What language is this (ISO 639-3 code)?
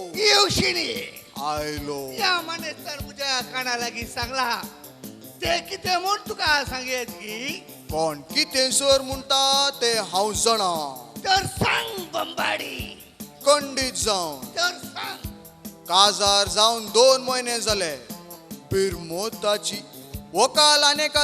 kok